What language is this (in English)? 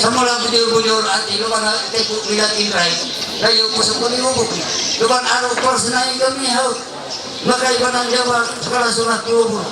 Ma'anyan